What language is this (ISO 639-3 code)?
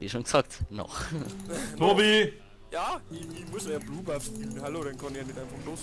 bar